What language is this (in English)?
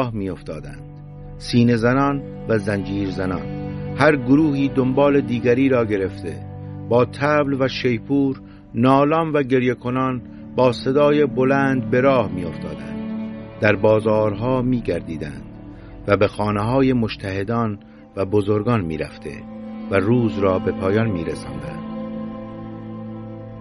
Persian